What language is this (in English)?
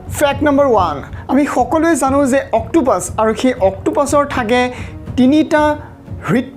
Assamese